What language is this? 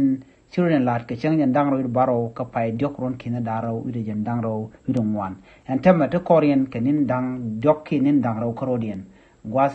Nuer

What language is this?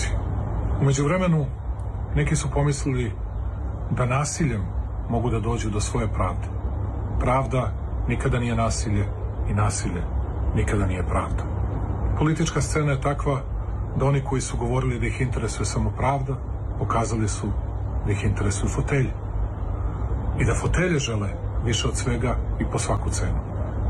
Serbian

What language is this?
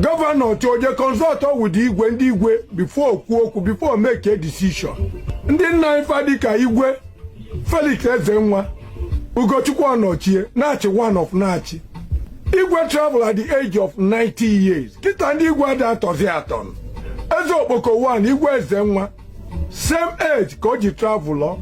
Igbo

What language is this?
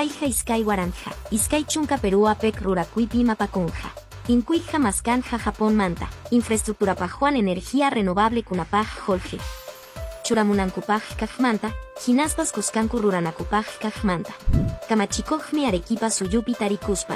Quechua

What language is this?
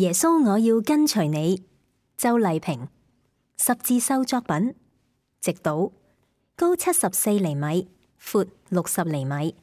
Cantonese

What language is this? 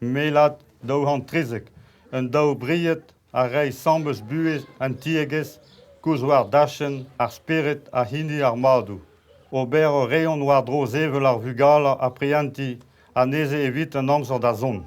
Breton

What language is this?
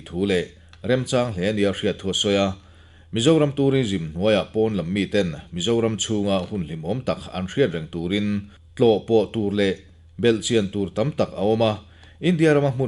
Mizo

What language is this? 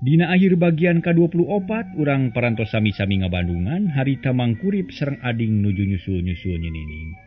Sundanese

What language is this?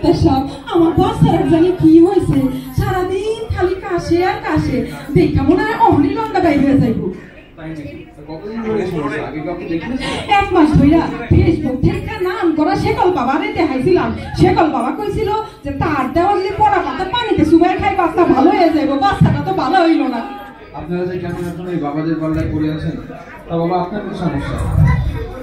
Bangla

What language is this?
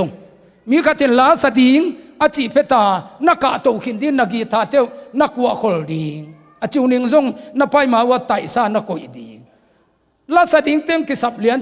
Tedim Chin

